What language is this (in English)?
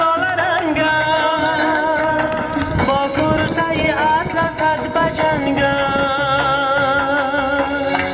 Tajik